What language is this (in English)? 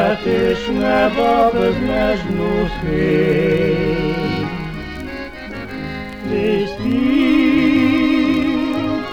Ukrainian